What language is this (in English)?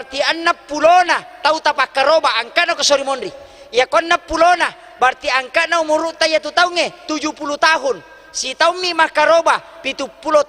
Buginese